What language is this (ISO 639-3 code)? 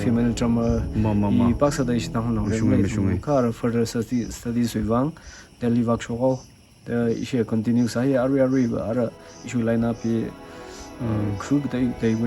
nmf